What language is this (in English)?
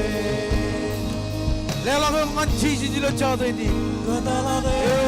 Marshallese